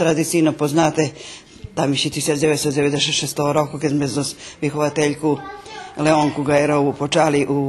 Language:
Rusyn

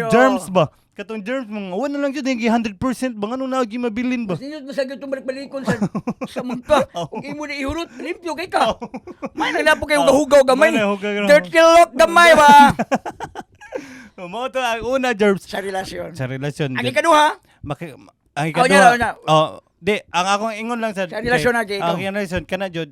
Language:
Cebuano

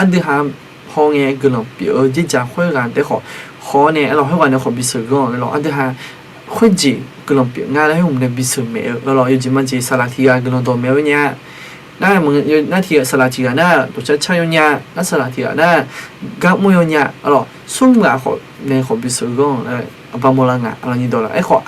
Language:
Akha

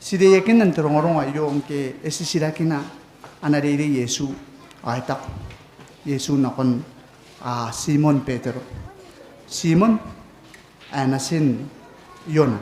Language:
Gilbertese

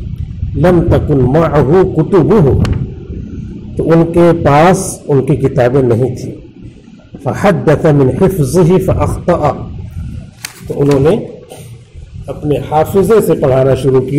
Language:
Urdu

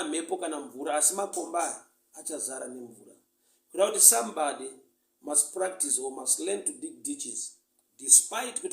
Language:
Shona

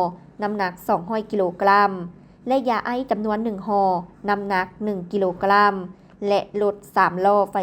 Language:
Lao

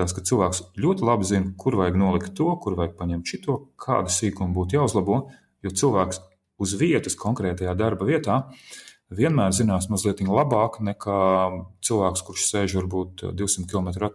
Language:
Latvian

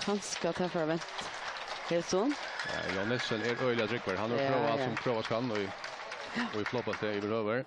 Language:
Faroese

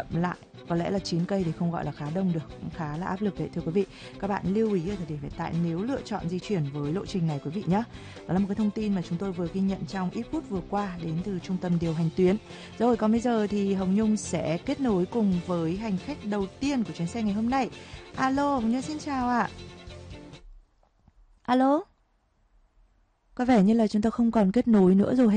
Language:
Vietnamese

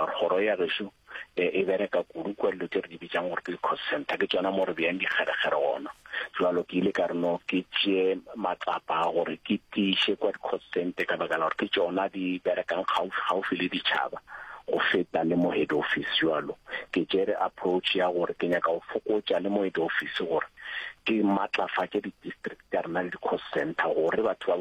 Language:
Northern Sotho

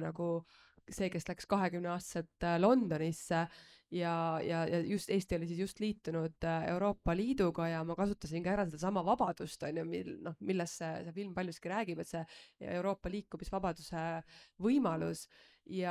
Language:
Estonian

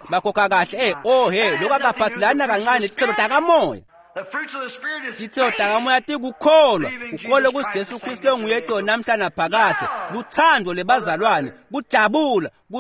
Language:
Swati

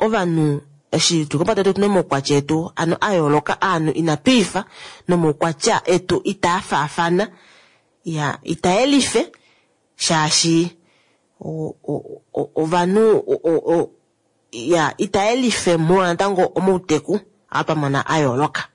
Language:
Kuanyama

